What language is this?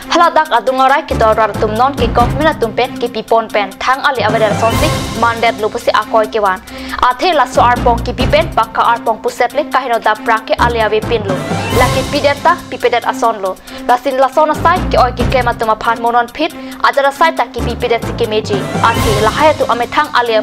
Karbi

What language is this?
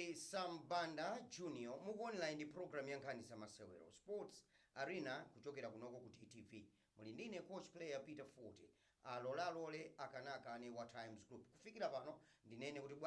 Nyanja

